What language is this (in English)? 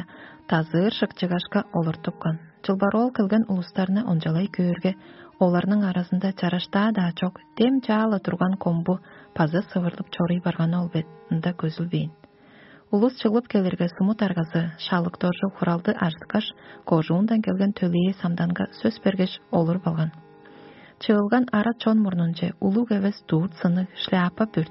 Tuvinian